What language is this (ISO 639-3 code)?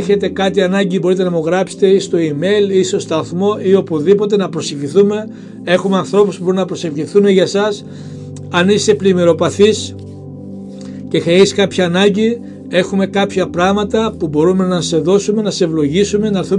ell